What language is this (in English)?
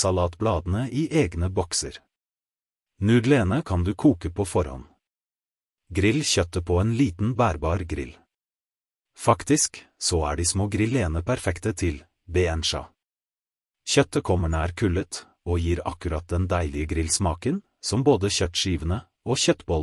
Norwegian